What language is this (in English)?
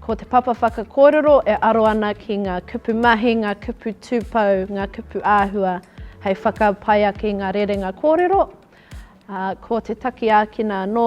Māori